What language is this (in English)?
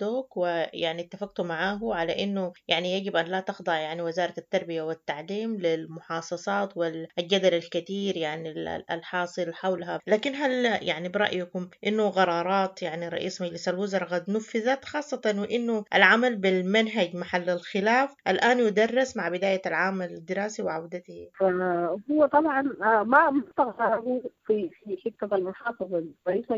Sudanese Arabic